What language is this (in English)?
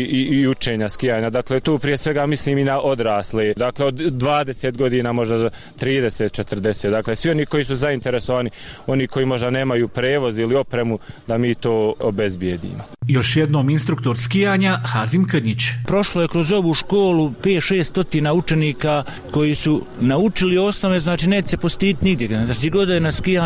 Bosnian